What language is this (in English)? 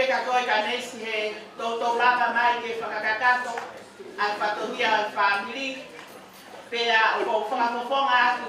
Tongan